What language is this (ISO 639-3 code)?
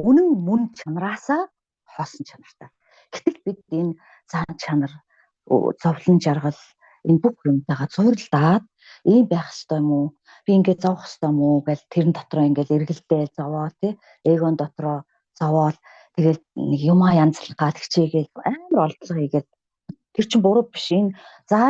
mon